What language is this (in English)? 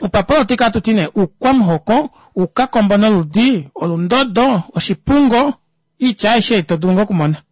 Kuanyama